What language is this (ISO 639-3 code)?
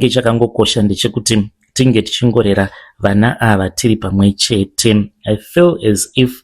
sna